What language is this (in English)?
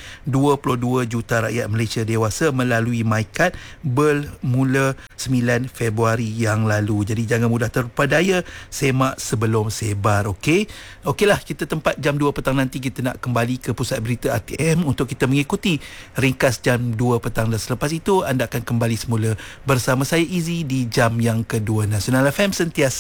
Malay